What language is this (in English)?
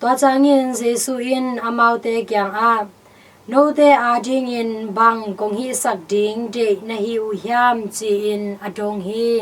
Tedim Chin